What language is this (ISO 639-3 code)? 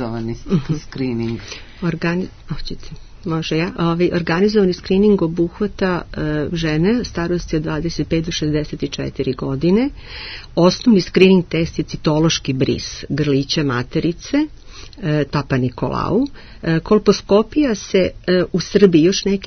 srp